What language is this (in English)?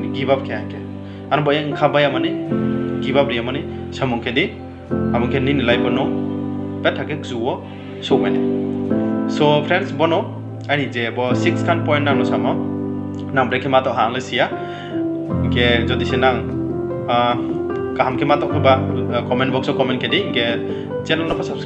Riang (India)